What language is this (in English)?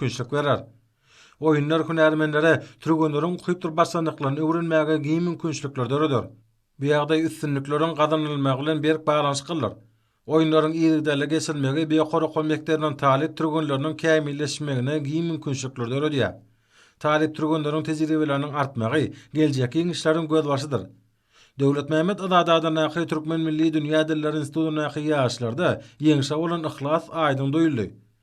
Turkmen